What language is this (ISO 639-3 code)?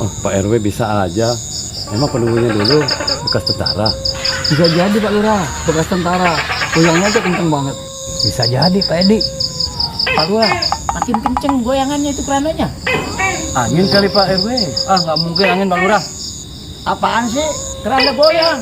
bew